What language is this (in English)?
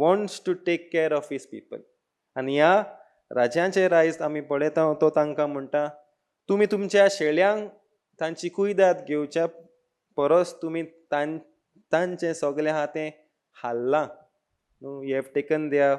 Konkani